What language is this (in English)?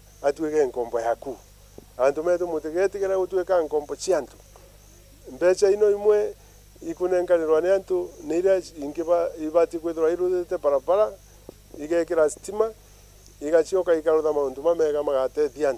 Meru